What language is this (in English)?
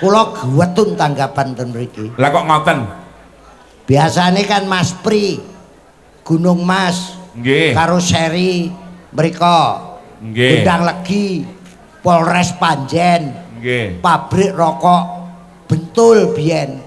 Javanese